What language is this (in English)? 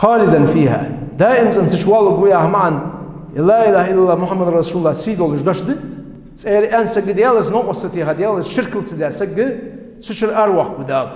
Ingush